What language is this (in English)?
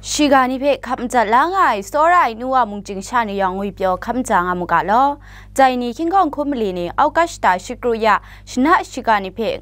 Kachin